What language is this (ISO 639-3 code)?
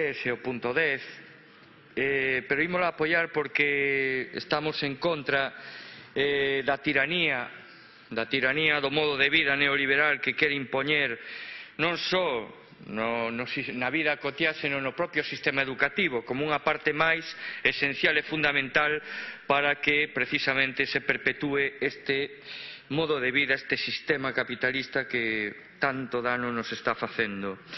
glg